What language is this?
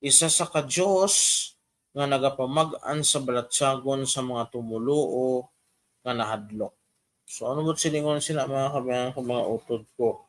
Hiligaynon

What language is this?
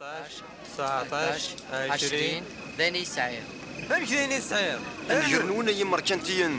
Kabyle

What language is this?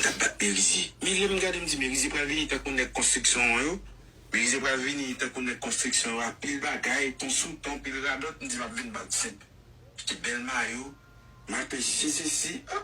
Haitian Creole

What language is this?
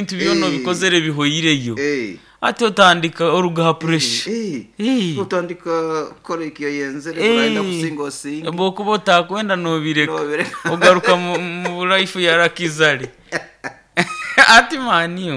Nyoro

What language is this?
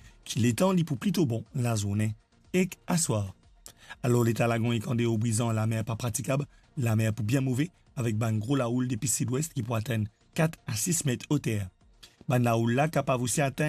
Morisyen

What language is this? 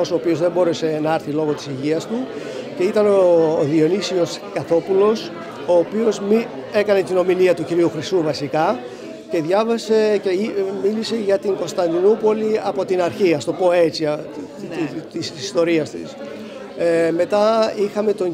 Greek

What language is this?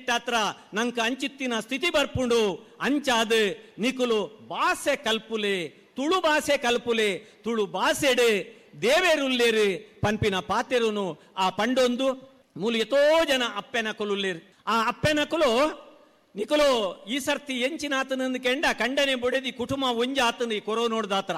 Tulu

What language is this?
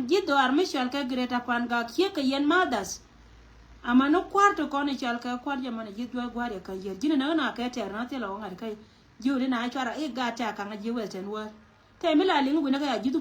Nuer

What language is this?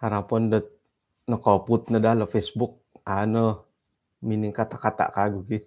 Central Dusun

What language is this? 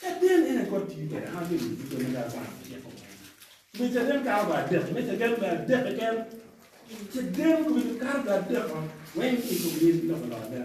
Acoli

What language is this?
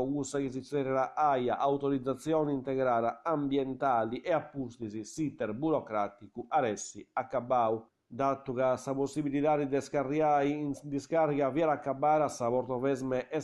Sardinian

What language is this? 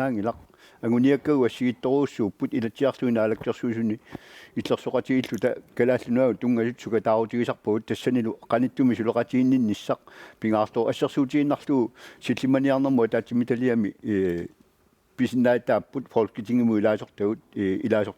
Kalaallisut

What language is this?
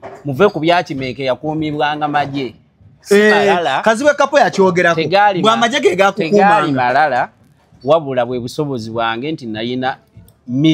Ganda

